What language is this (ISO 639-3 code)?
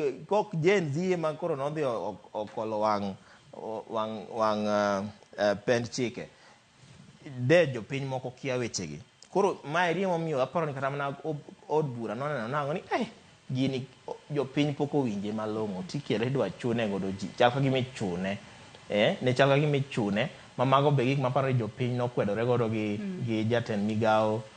luo